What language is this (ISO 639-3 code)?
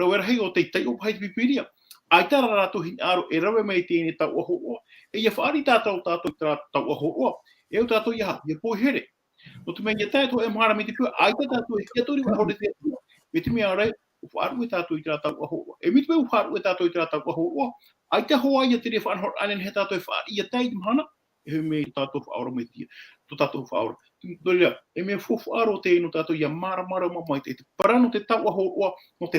tah